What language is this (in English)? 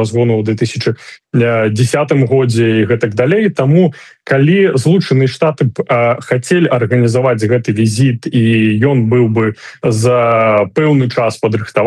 Belarusian